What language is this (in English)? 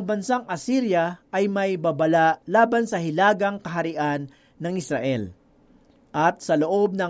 Filipino